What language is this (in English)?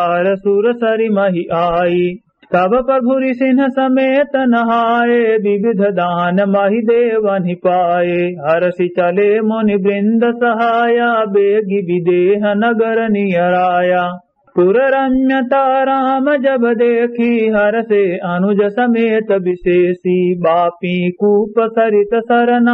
Awadhi